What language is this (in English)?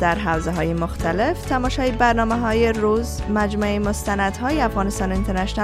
Persian